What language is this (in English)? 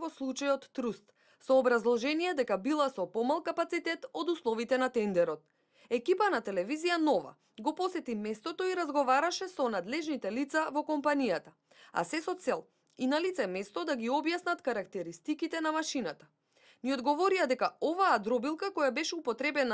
Macedonian